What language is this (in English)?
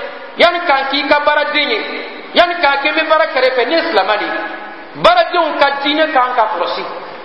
Bambara